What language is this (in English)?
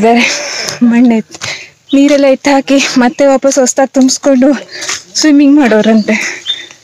Kannada